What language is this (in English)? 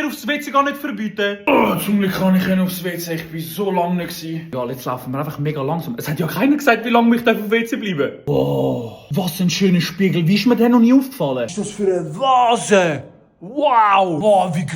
Swiss German